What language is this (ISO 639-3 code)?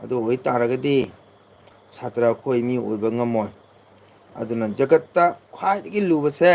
mni